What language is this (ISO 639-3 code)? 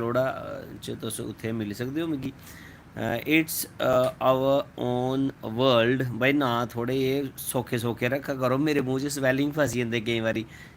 doi